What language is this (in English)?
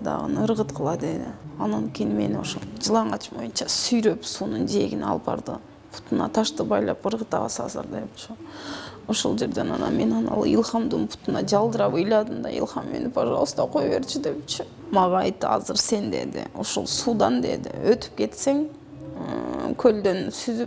Kyrgyz